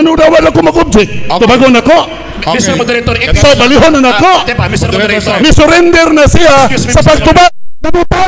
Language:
Cebuano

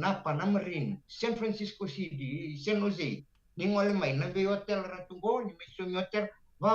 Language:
Fijian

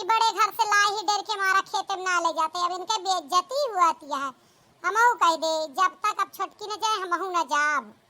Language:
Awadhi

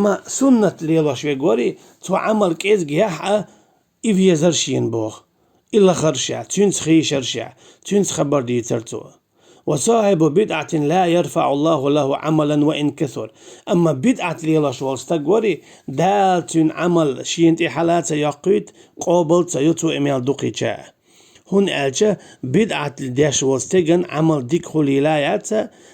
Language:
Chechen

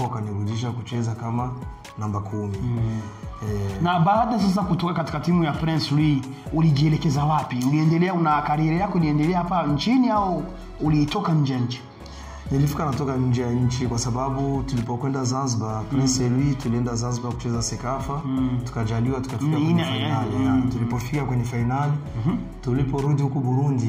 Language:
Swahili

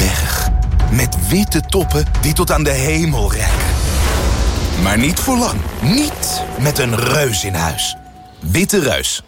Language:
Dutch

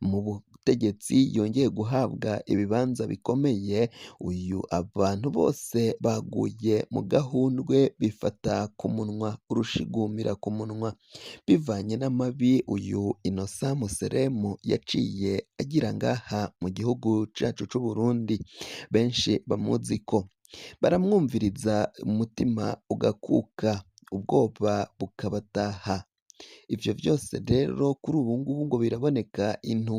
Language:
Rundi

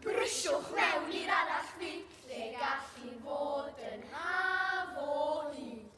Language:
Welsh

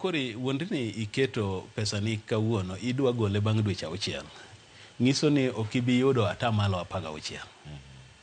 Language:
Luo (Kenya and Tanzania)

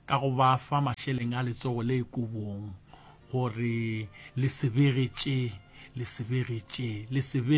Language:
Northern Sotho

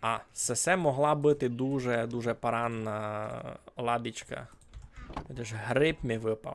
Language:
Rusyn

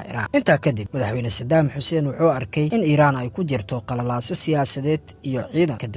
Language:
Somali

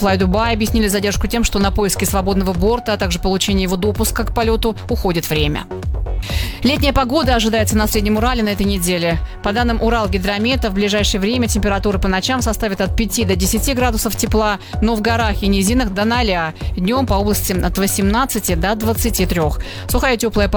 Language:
Russian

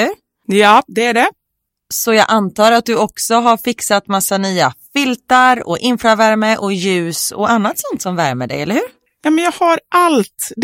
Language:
Swedish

